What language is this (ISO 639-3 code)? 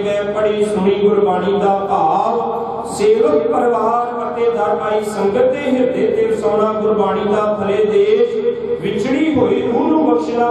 pan